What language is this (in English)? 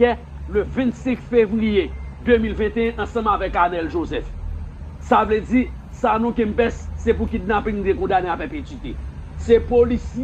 Haitian Creole